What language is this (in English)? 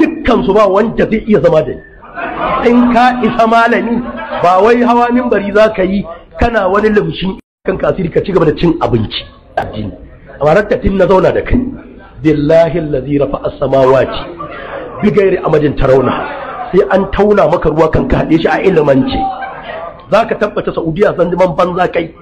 Hausa